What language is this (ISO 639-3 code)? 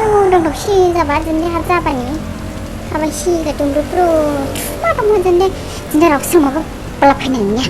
dis